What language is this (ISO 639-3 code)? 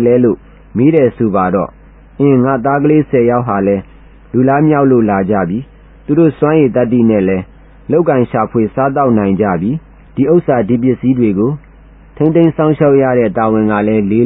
mya